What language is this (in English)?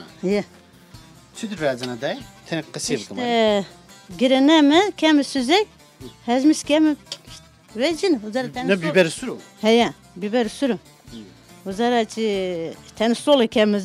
Zaza